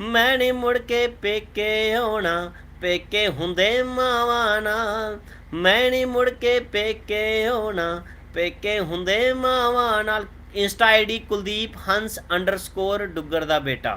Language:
Dogri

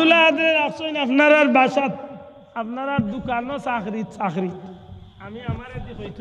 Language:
Sylheti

